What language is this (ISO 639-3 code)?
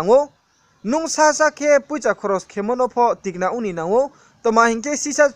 ria